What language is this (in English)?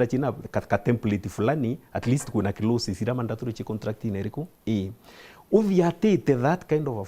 Meru